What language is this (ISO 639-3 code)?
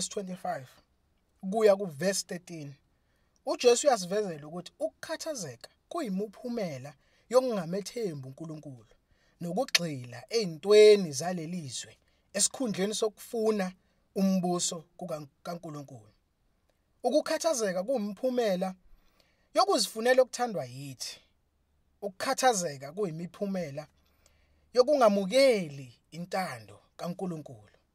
zul